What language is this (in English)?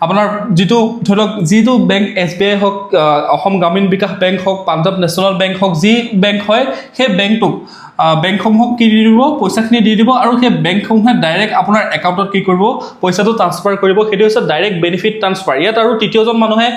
Assamese